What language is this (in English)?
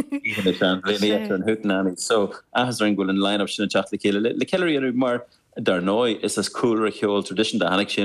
Irish